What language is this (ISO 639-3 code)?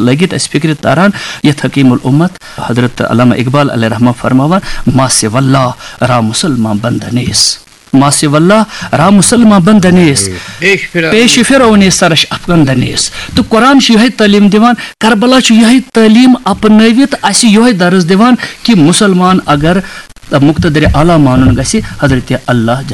kas